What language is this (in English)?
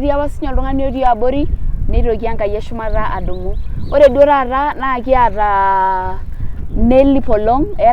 Masai